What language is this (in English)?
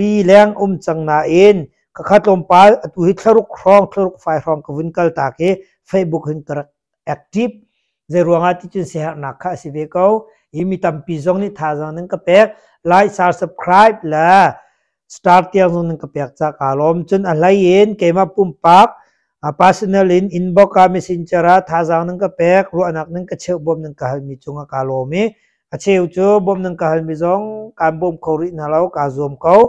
Hakha Chin